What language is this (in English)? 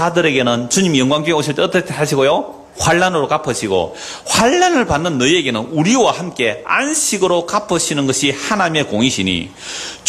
Korean